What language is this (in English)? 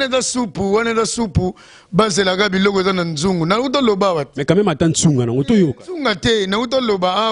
Lingala